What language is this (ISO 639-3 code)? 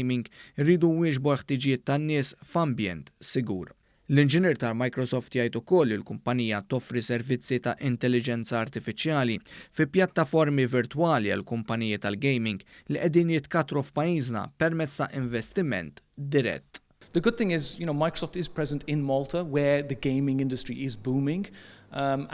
mlt